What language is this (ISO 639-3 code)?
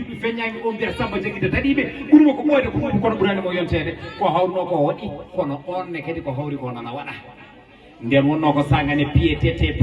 ful